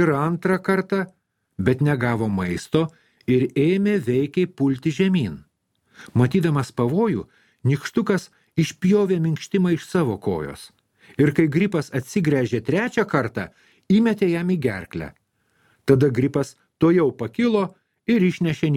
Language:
Lithuanian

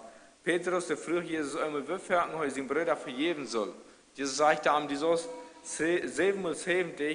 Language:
Plautdietsch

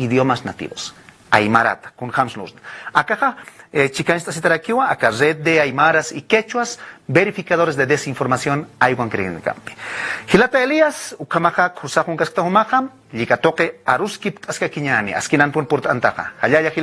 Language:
Aymara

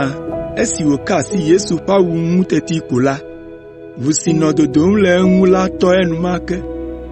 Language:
Ewe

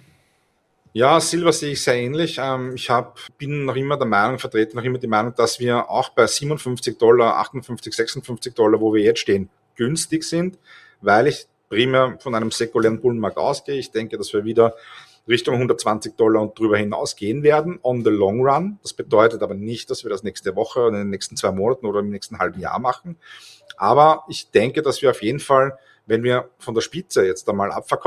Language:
German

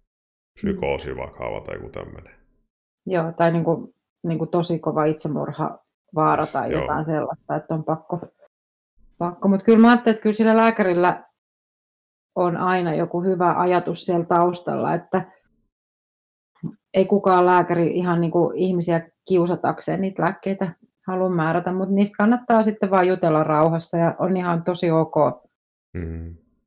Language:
Finnish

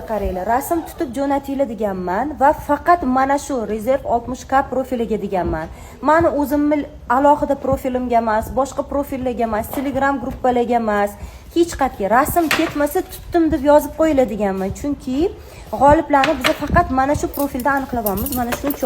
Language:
Uzbek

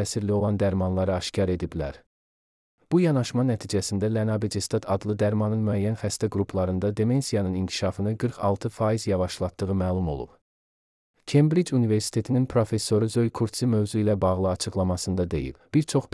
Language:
Azerbaijani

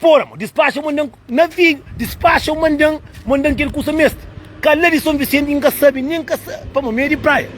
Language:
Kabuverdianu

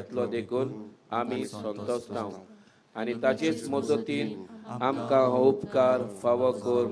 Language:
Konkani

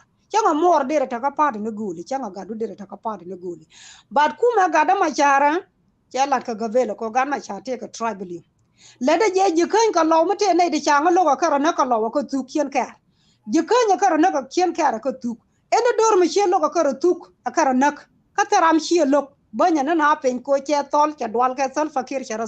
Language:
Nuer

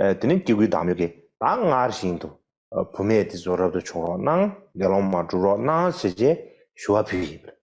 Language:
Tibetan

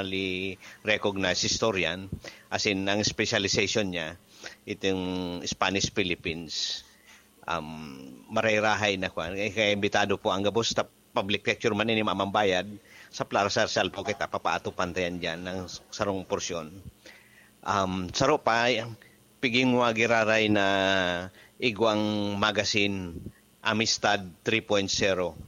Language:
Bikol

